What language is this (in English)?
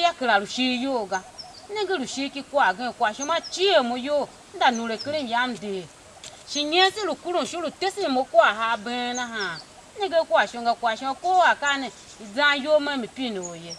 Tiv